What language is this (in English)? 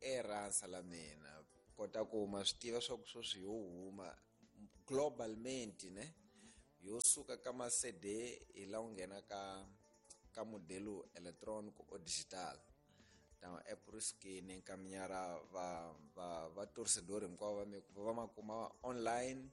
Tsonga